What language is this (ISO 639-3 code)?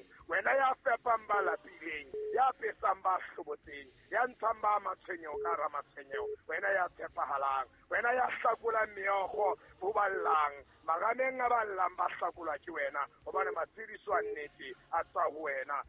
sot